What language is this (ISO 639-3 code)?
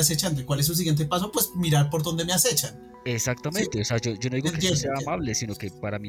spa